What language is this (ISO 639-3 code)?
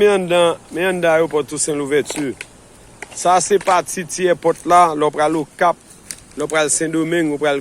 hat